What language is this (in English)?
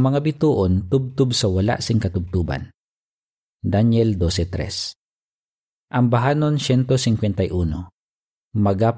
Hiligaynon